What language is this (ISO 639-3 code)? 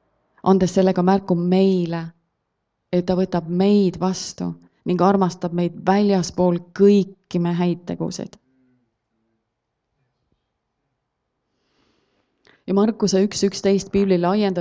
est